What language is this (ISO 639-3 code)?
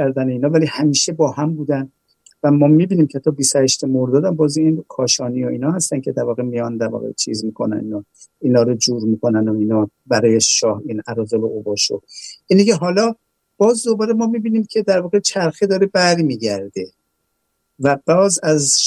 fas